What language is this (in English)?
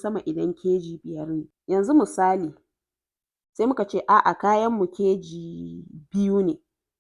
Hausa